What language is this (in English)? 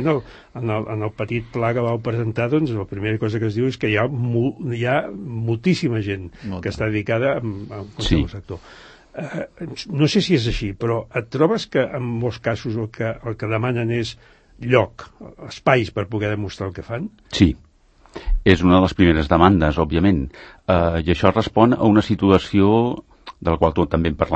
Catalan